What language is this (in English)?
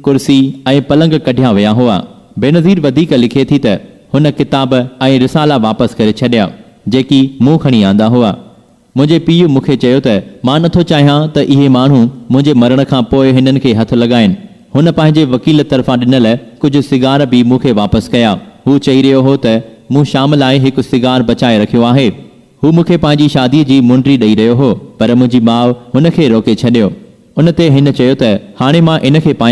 Sindhi